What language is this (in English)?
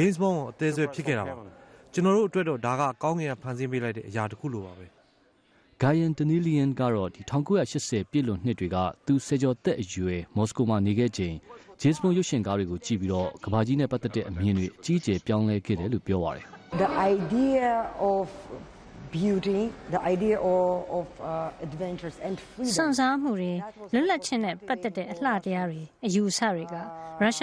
Burmese